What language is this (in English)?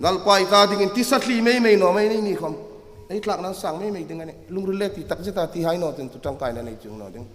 Hmar